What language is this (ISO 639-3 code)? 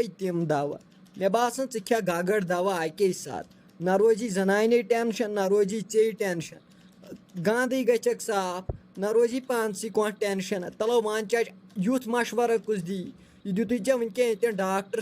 kas